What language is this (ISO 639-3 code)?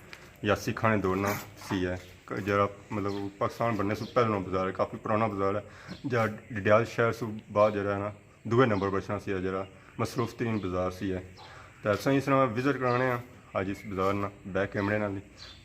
phr